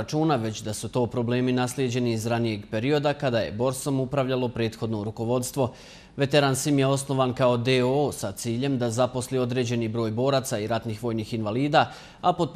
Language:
Bosnian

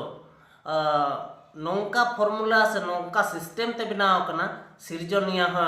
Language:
Santali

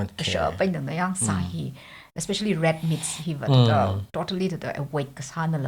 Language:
Tangkhul Naga (India)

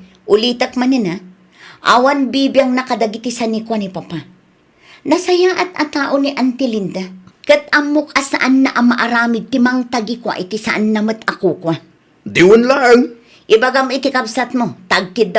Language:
Iloko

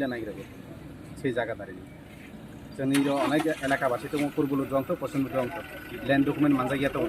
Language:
Kok Borok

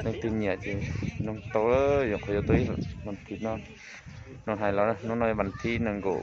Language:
Hmong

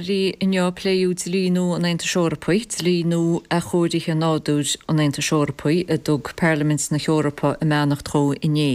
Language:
Irish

